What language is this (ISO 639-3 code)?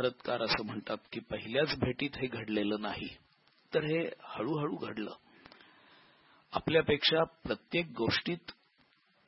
mar